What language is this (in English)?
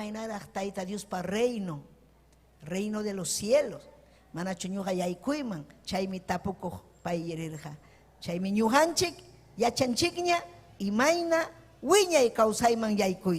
Ayacucho Quechua